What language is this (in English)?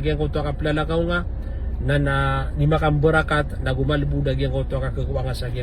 Maranao